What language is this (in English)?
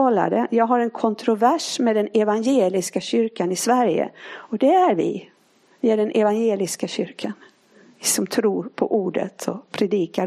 Swedish